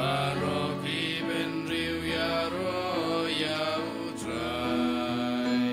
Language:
Khasi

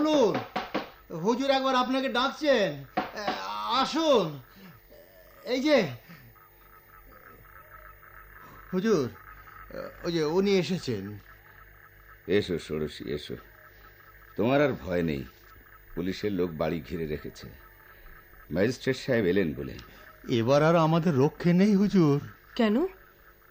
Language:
Bangla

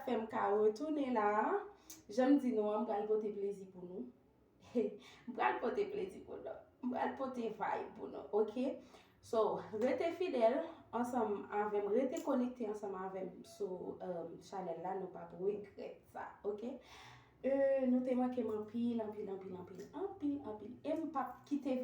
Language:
Haitian Creole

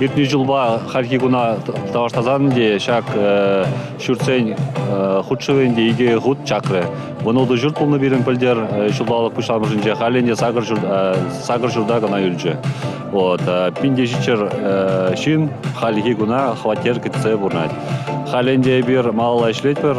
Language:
Chuvash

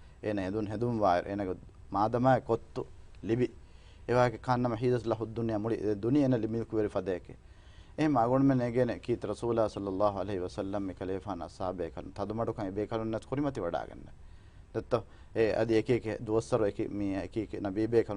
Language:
Divehi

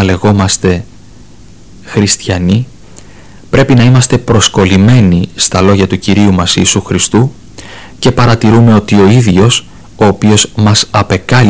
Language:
Greek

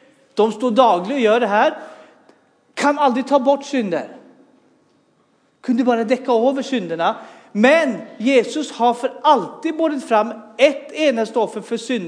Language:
Norwegian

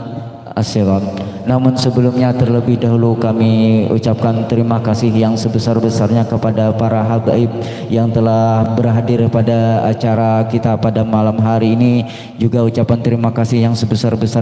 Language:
Banjar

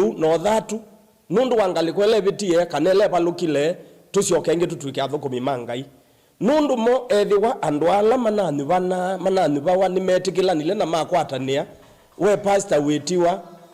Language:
Kamba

